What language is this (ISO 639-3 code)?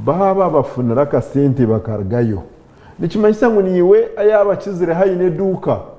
nyn